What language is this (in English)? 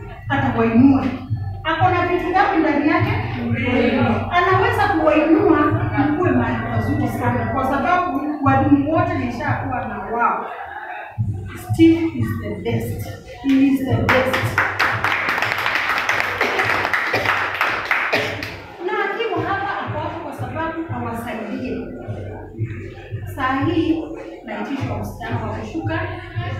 Swahili